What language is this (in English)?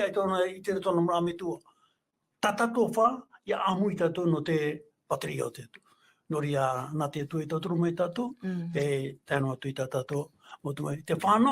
Tahitian